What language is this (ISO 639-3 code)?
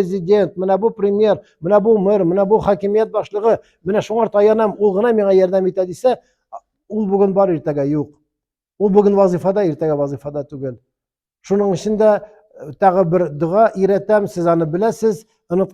tat